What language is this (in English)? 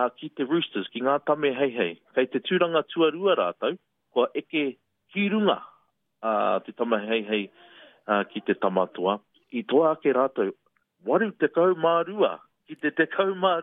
Māori